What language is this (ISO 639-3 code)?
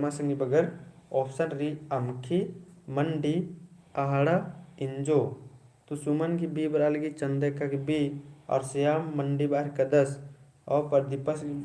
kru